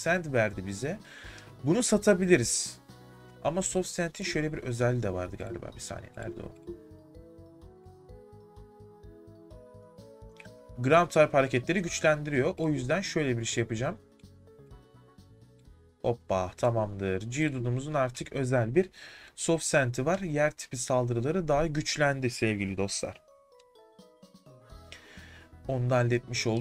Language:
Turkish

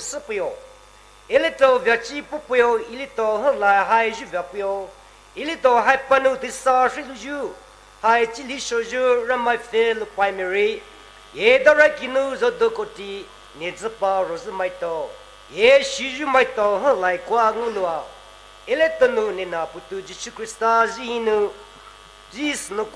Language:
Poumei Naga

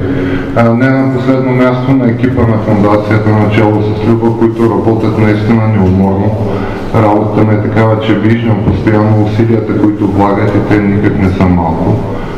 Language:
Bulgarian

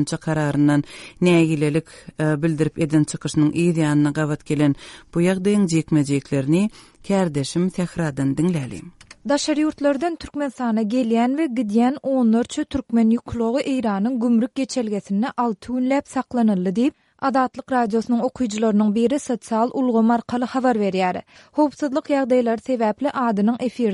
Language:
Turkmen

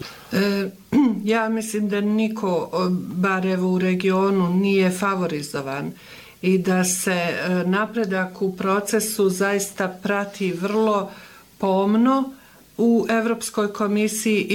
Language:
Bosnian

